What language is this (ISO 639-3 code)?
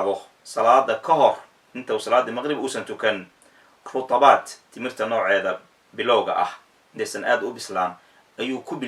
som